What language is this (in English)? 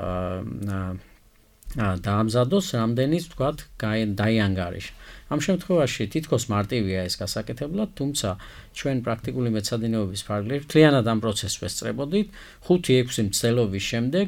Georgian